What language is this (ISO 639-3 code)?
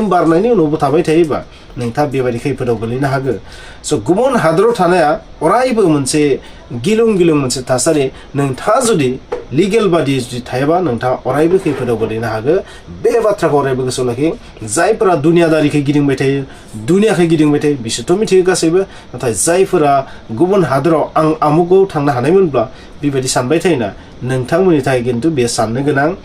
brx